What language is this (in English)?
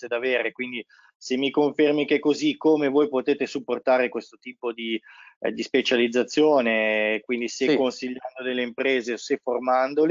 Italian